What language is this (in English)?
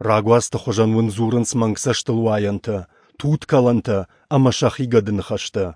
Ossetic